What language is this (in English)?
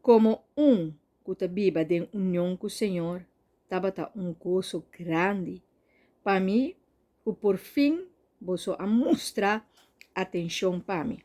Papiamento